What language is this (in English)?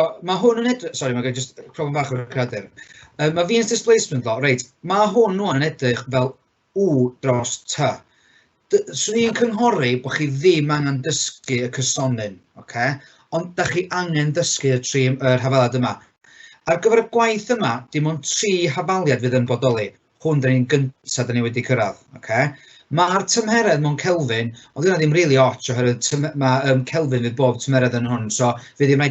Welsh